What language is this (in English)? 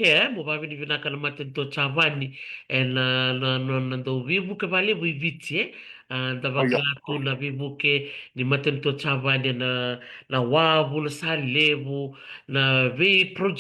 Fijian